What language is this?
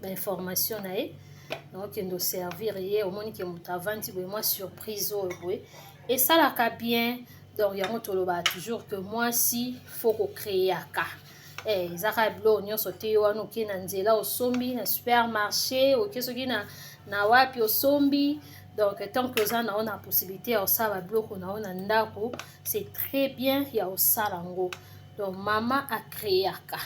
Lingala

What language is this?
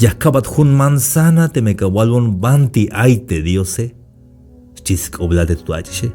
Tzeltal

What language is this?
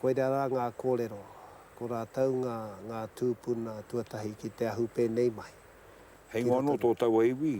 Māori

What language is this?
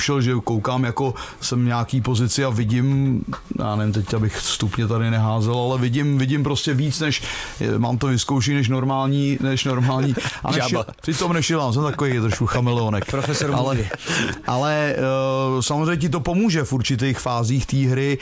Czech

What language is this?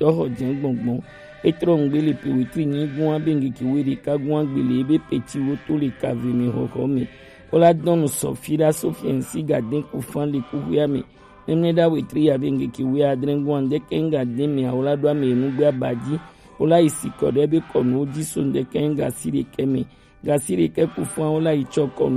Gen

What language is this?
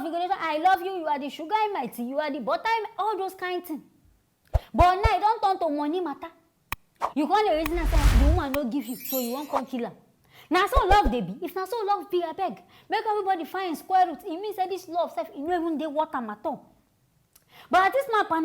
Nigerian Pidgin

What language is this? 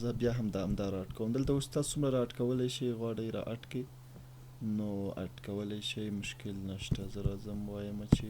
Pashto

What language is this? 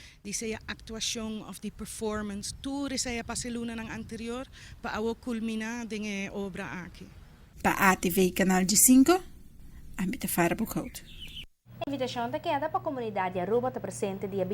Papiamento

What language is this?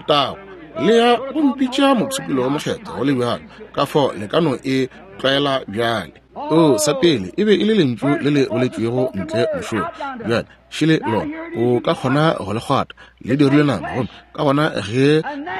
Northern Sotho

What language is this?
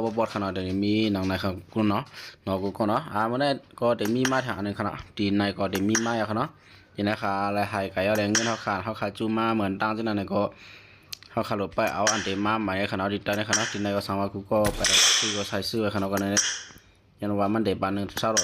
Shan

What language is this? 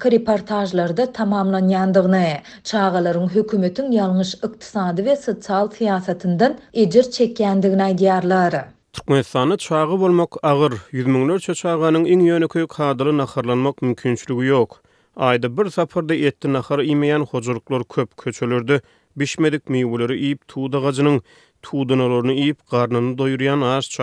Turkmen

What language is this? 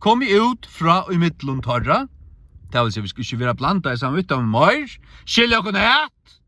Faroese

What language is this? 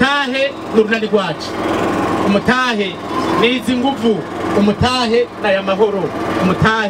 Rundi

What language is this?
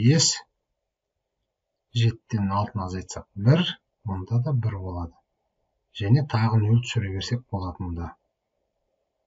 Kazakh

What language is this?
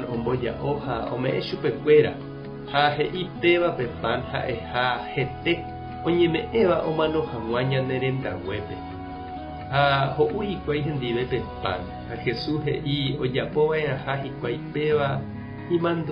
Guarani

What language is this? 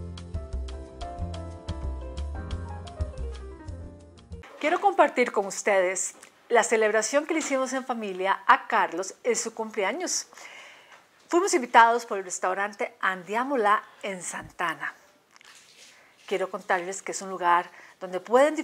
Spanish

